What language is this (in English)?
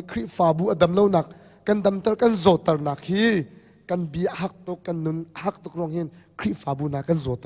Hakha Chin